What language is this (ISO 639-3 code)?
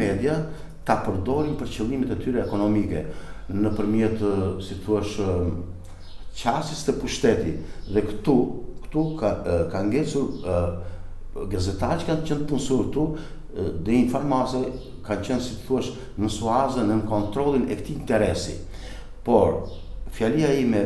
sqi